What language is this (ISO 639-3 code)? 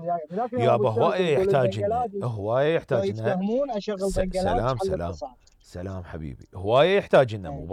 acm